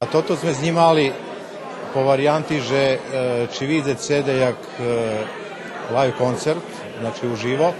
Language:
Rusyn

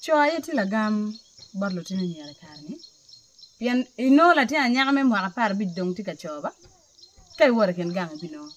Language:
Acoli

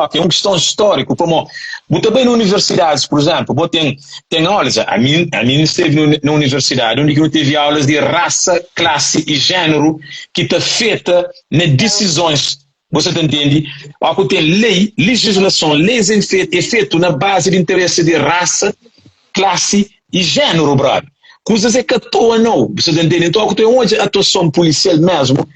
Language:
Kabuverdianu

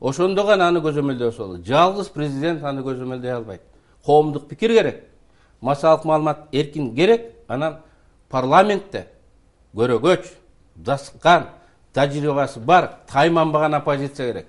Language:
Kyrgyz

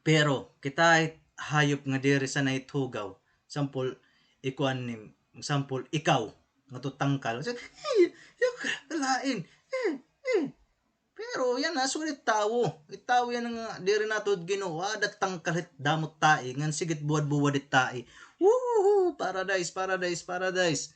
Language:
Waray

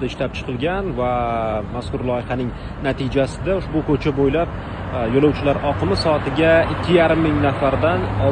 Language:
Uzbek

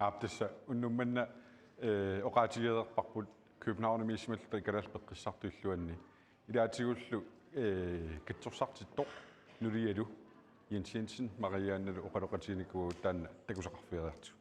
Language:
Kalaallisut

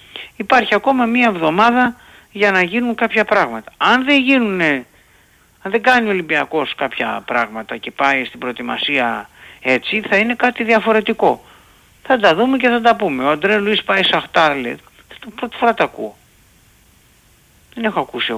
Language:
Greek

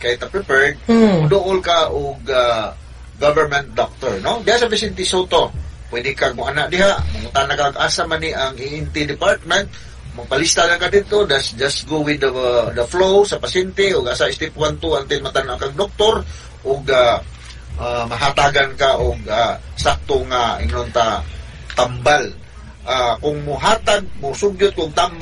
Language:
Cebuano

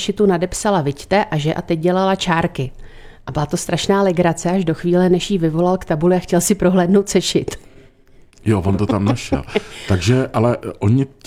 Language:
Czech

